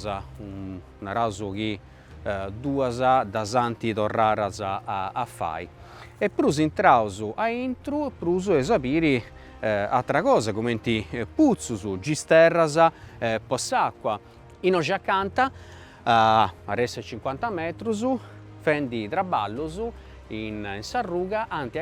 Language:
Sardinian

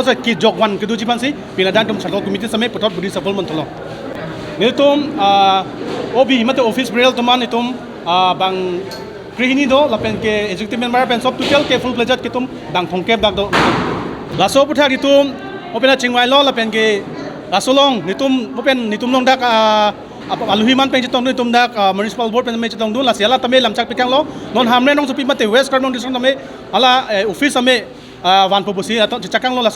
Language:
Karbi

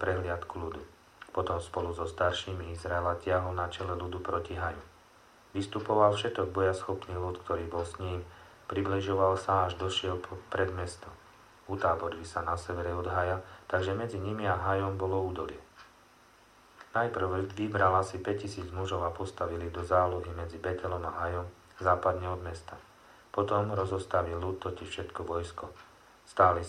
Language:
Slovak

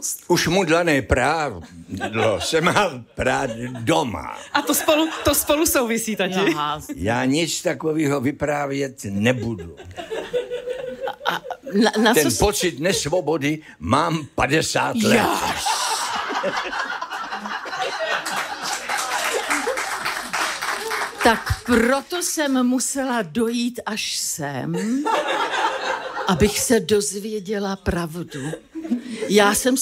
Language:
Czech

